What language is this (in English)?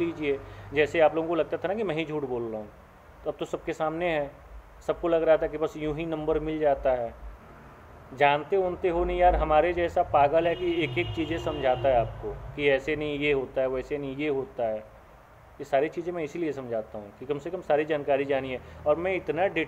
Hindi